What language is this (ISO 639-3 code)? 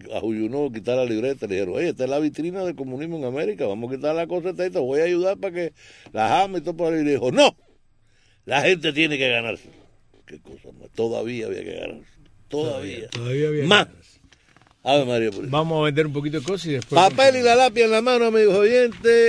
spa